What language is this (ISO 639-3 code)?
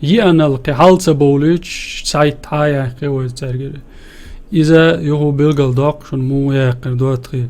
che